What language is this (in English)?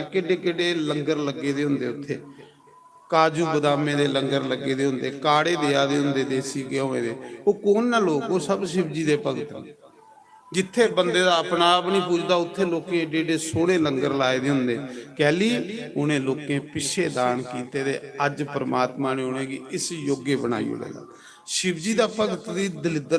Dogri